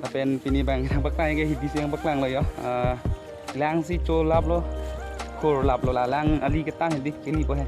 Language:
Karbi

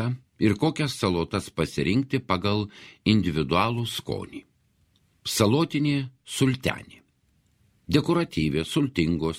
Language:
Lithuanian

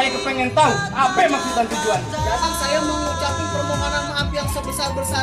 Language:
Betawi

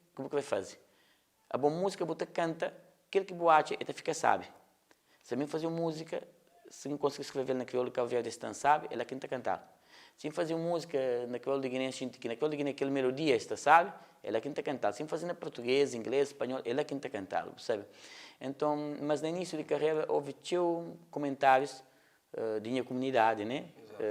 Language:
Kabuverdianu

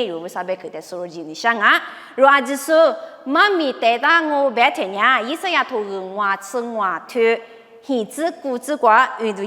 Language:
Lisu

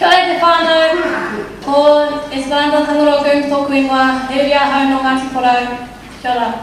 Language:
Māori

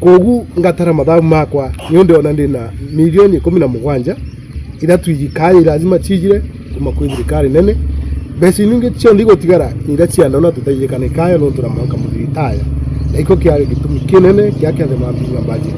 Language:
Meru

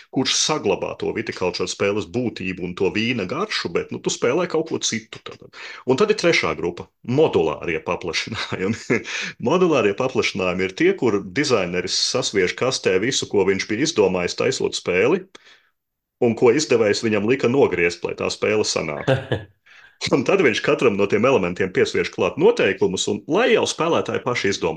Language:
Latvian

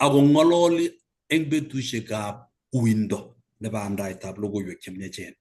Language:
Kalenjin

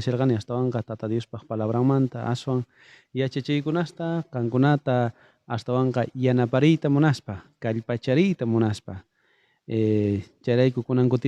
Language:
South Bolivian Quechua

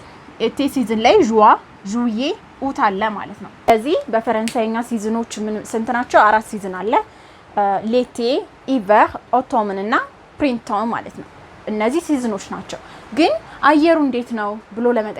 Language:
Amharic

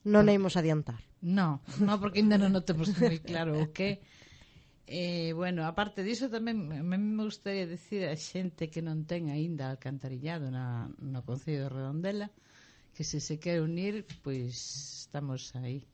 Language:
Galician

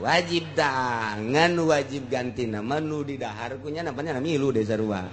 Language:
Sundanese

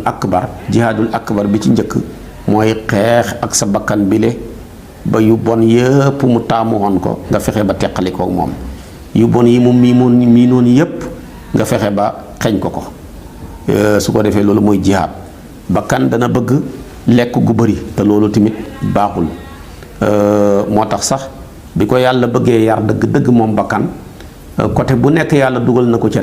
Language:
Wolof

